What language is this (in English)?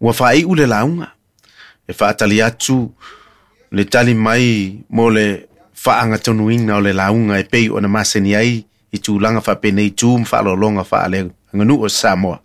Samoan